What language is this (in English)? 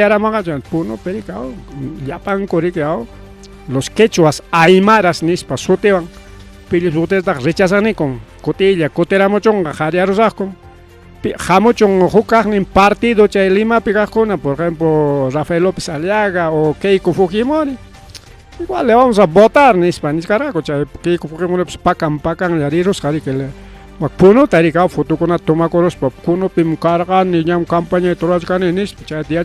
Ayacucho Quechua